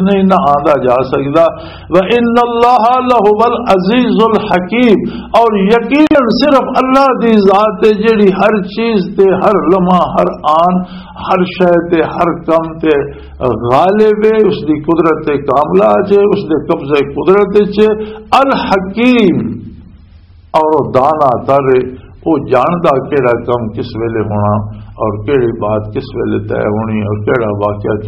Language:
Western Panjabi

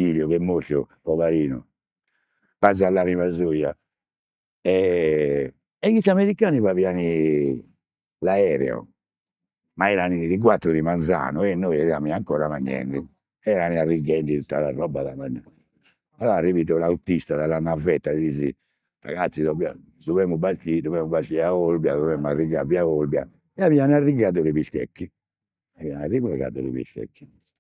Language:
Sardinian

